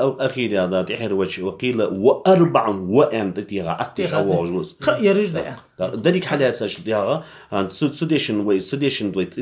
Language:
Ingush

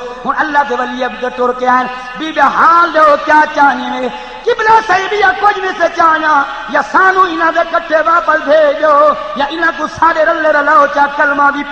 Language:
Saraiki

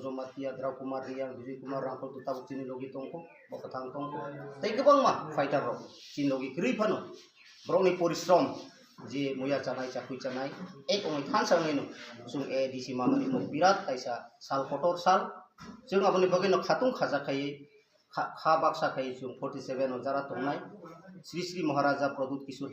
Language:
Kok Borok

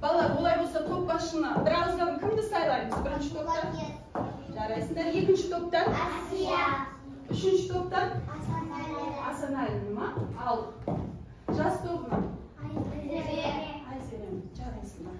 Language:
Kazakh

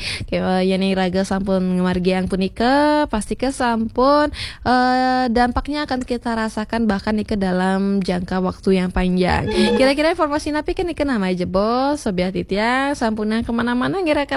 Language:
Balinese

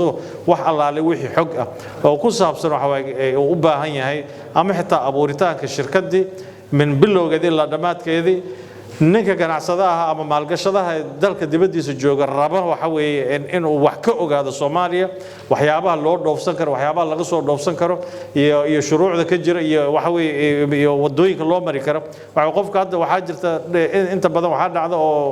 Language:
Somali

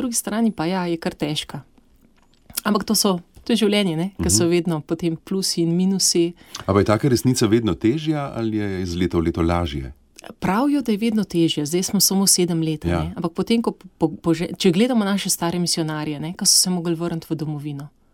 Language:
Slovenian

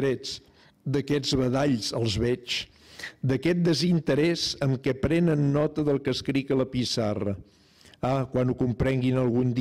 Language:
Catalan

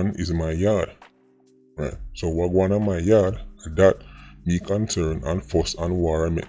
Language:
Jamaican Creole English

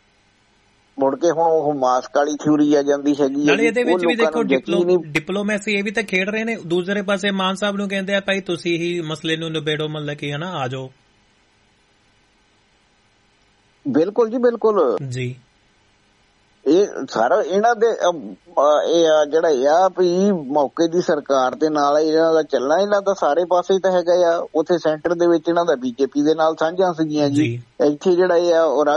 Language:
Punjabi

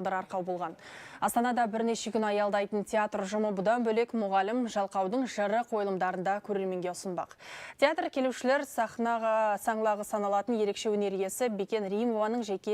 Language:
Kazakh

